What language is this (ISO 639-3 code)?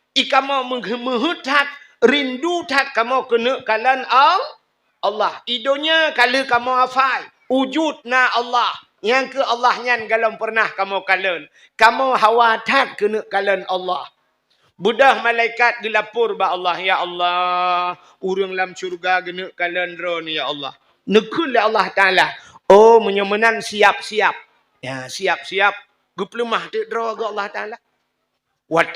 ace